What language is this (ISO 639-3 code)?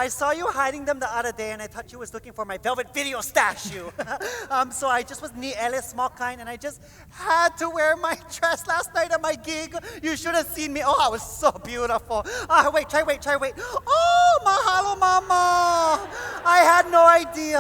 haw